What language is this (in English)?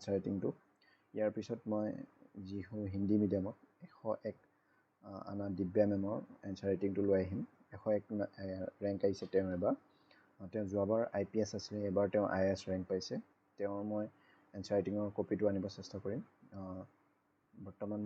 Assamese